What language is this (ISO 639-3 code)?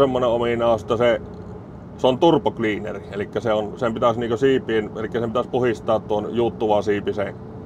fin